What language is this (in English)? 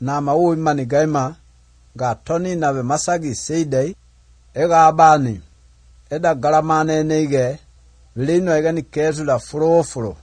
Croatian